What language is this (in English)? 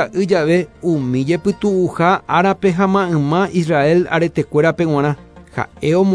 Guarani